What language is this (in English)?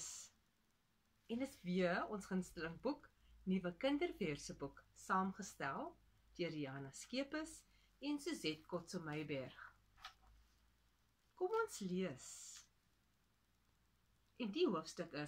Afrikaans